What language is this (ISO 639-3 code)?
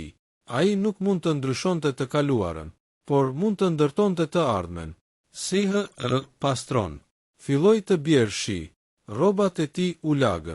sqi